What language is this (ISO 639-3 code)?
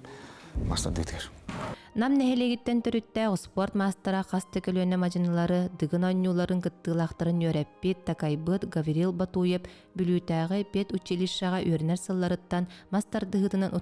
sah